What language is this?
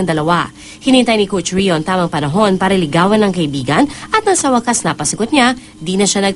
Filipino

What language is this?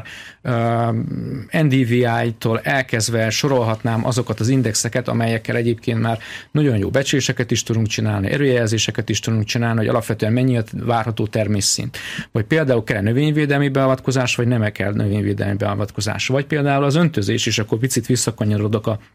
Hungarian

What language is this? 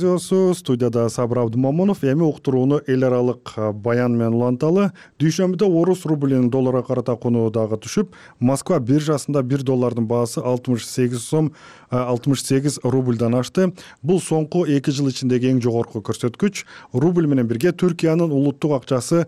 Kyrgyz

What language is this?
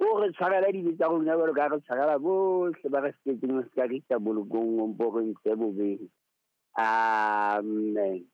Southern Sotho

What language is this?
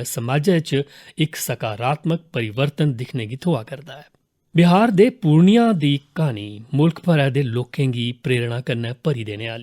Dogri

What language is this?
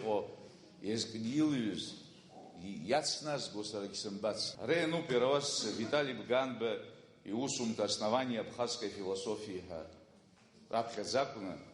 Abkhazian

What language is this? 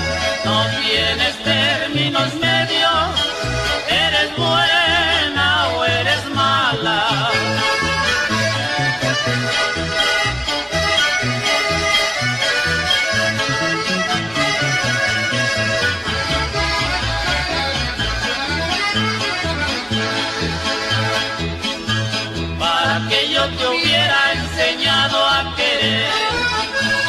Spanish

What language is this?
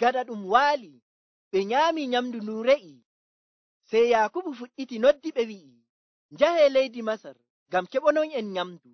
Nigerian Fulfulde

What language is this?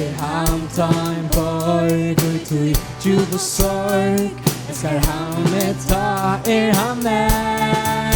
Faroese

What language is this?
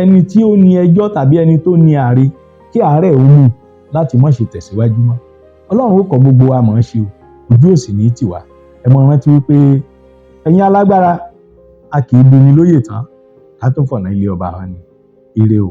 Yoruba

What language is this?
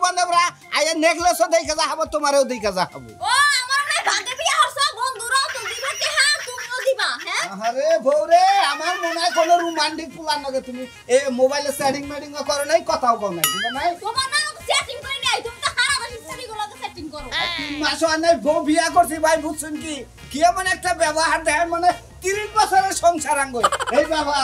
Bangla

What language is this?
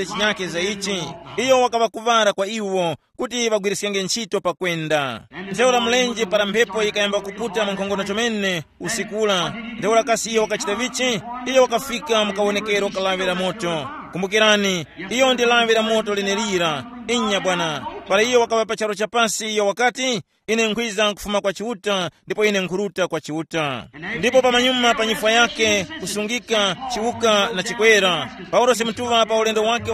Tumbuka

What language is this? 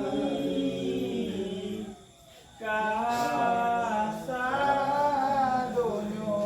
Minangkabau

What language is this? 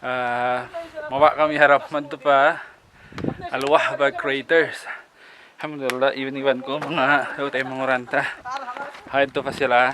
Tausug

